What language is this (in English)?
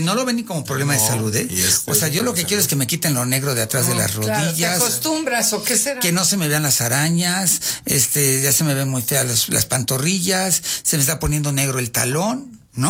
Spanish